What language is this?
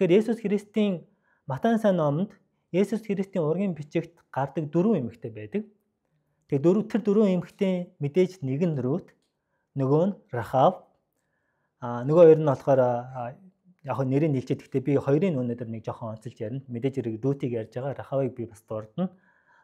Mongolian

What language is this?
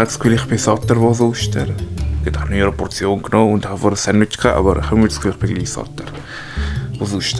Swiss German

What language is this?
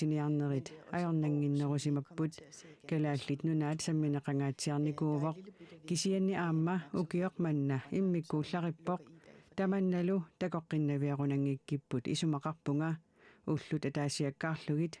Kalaallisut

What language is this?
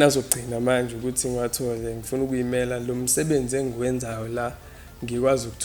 Zulu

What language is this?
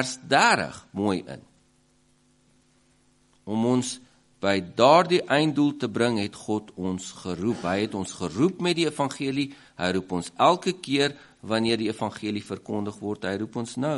Afrikaans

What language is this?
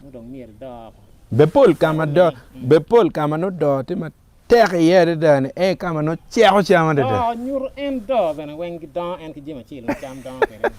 Acoli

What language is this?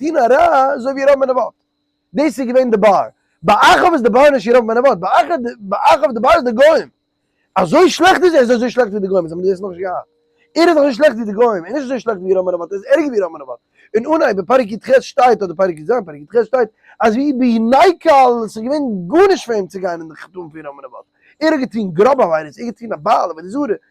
Yiddish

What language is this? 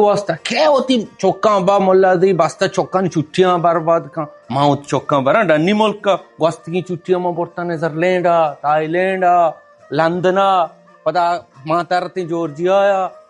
Baluchi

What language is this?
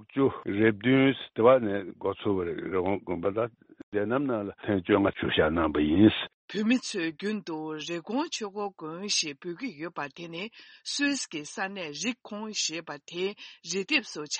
Tibetan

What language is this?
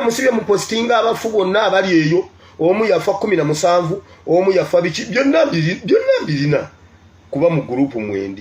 Ganda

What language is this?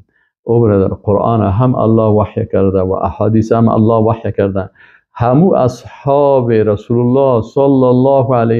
Persian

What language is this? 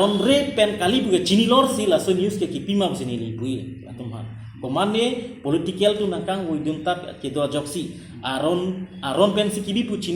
Karbi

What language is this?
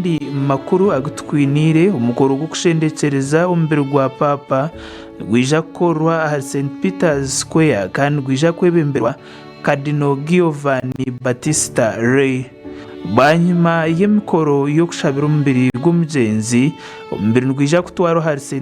Nyankole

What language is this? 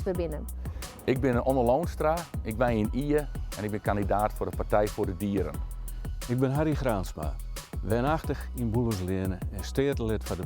Western Frisian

